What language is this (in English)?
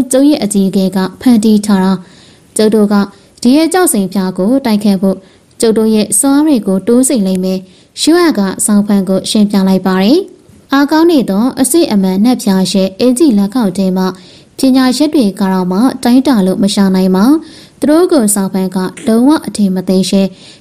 Burmese